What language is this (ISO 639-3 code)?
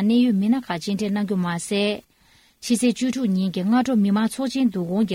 bod